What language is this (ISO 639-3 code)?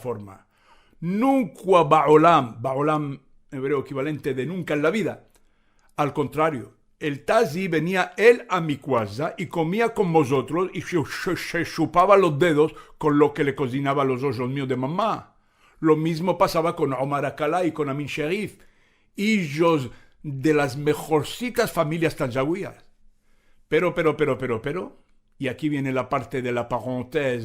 lad